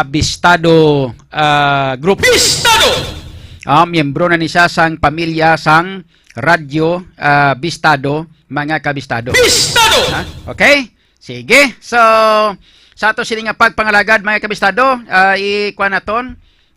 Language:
Hiligaynon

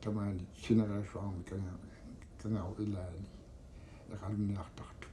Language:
Kalaallisut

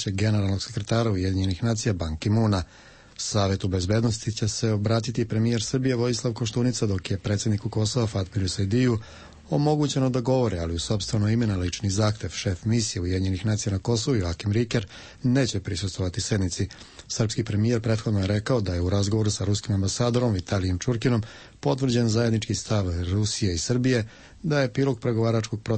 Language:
Serbian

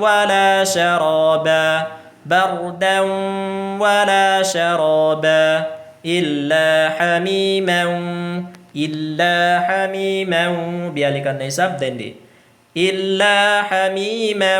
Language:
Tausug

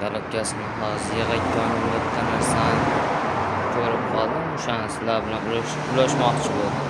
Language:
Uzbek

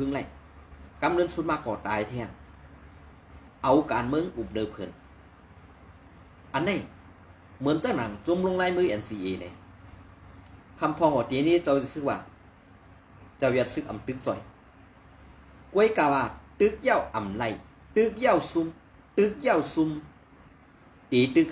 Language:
Shan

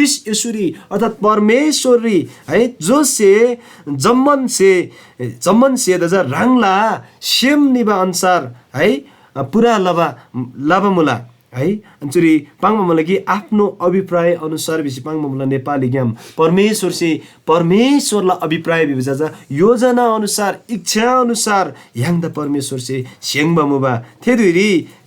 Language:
Eastern Tamang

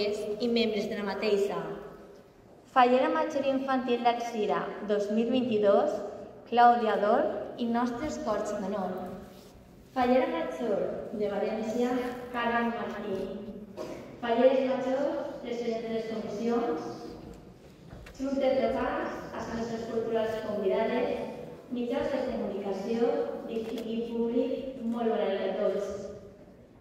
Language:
Catalan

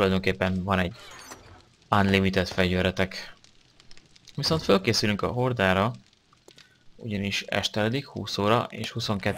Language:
Hungarian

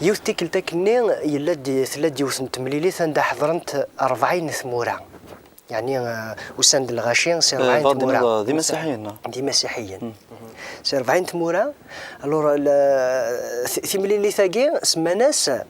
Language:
Kabyle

